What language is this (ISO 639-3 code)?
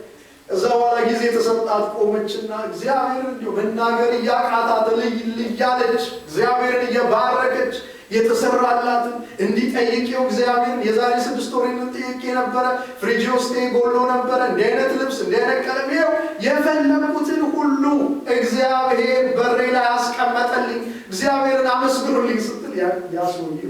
amh